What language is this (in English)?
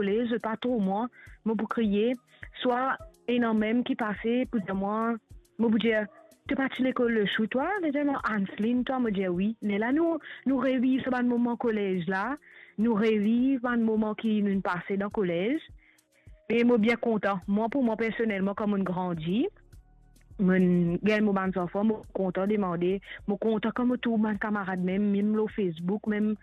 Morisyen